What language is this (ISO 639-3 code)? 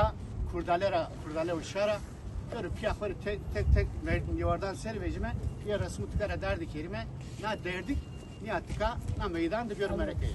zza